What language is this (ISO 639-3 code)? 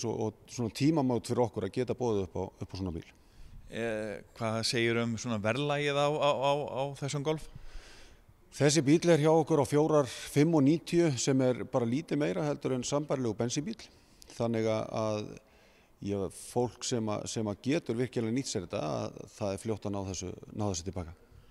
isl